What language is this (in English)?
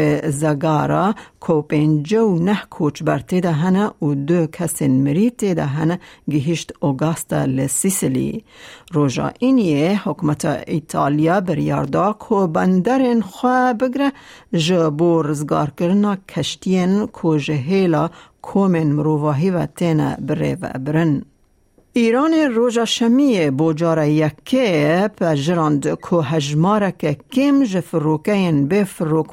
Kurdish